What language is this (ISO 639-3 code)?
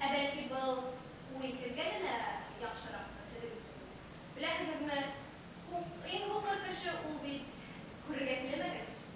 bak